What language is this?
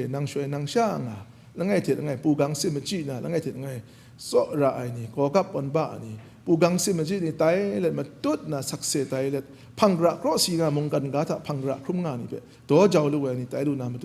Kachin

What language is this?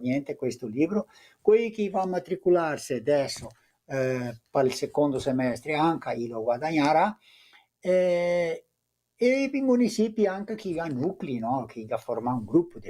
Venetian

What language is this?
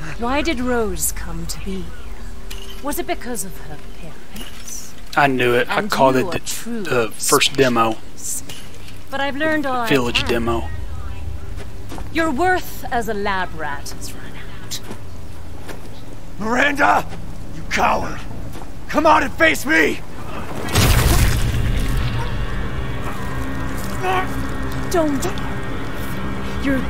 English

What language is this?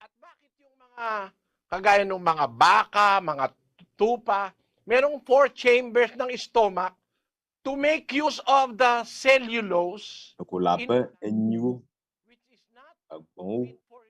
Ewe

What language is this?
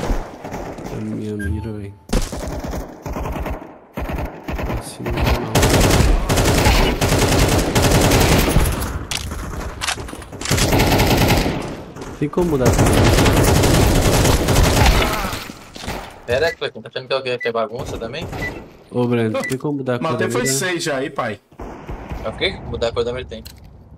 Portuguese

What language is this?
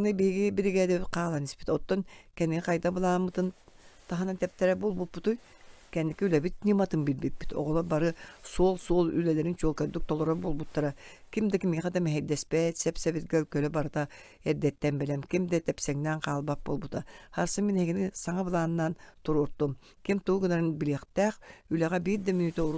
Yakut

